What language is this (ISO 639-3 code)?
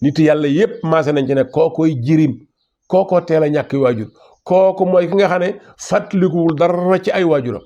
wol